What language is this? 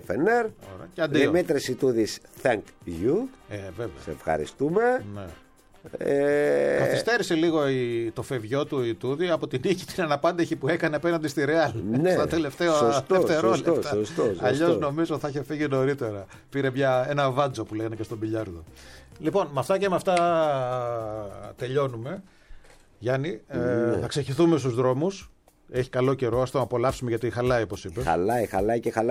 Greek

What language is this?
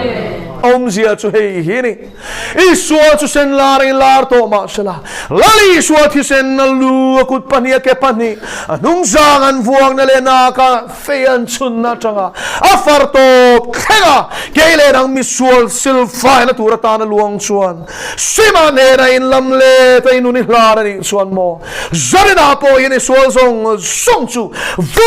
Mizo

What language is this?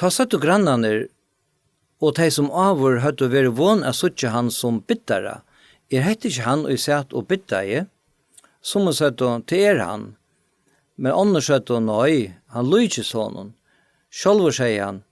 Faroese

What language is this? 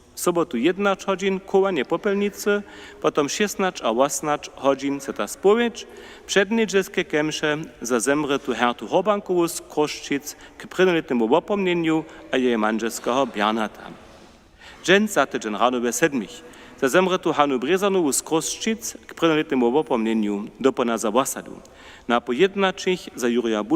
Upper Sorbian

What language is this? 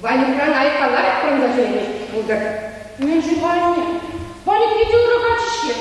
Chuvash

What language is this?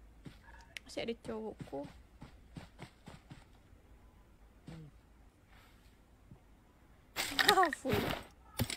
Malay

